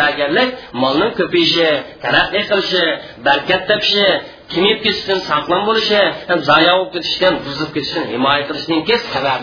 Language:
Uyghur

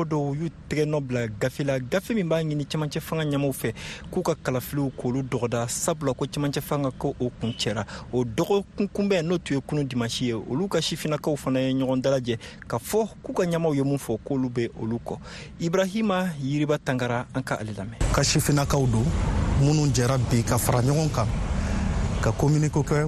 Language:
Bambara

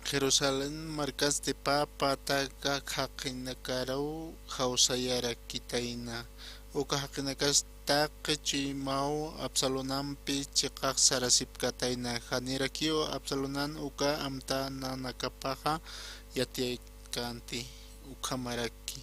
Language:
Aymara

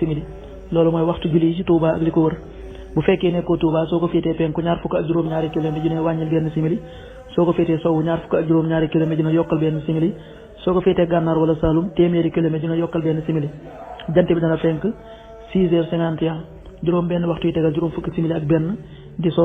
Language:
Wolof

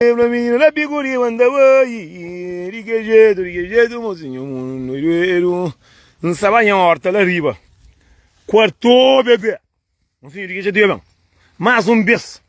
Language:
Kabuverdianu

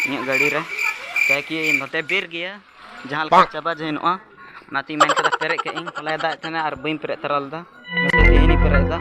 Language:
Santali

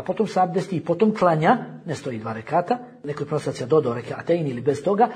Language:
Bosnian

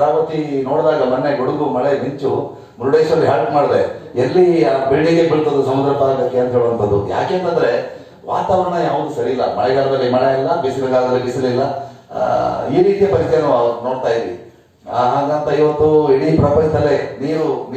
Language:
Kannada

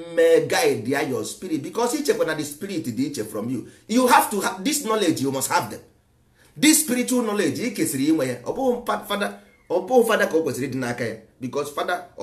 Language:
Igbo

